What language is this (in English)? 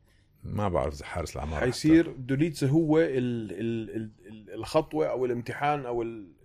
North Levantine Arabic